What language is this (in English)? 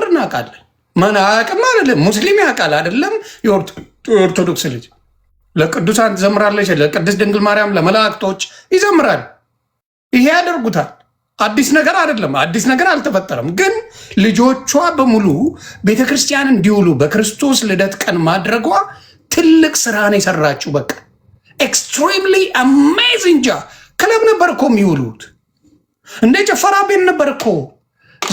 Amharic